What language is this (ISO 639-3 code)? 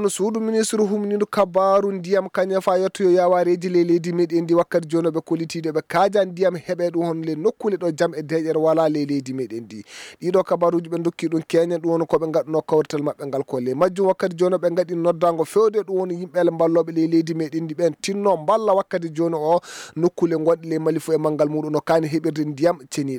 ful